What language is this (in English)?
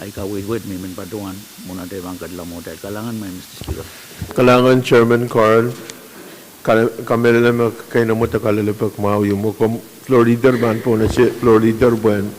Pohnpeian